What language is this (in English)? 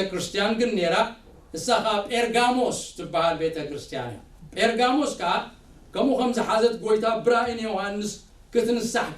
Tigrinya